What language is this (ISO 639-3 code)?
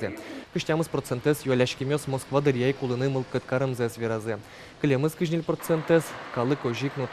udm